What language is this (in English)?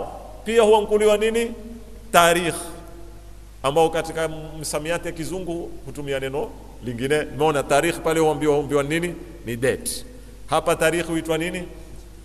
Swahili